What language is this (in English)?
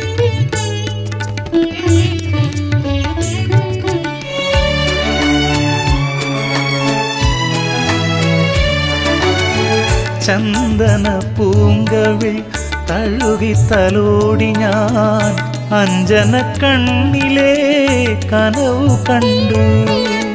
Malayalam